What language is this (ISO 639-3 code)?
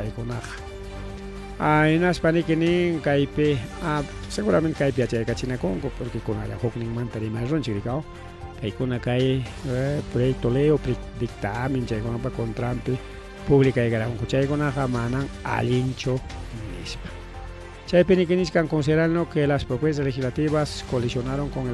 quy